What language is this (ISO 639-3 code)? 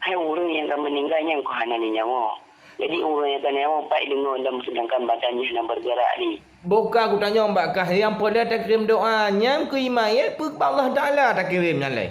ace